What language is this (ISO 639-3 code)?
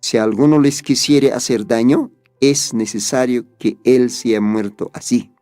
aym